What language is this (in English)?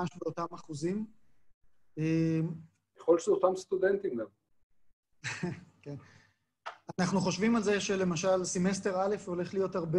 Hebrew